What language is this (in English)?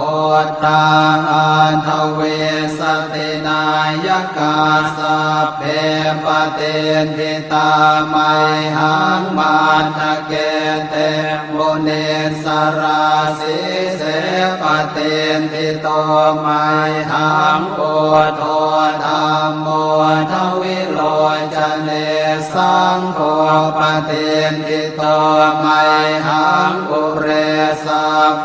Pali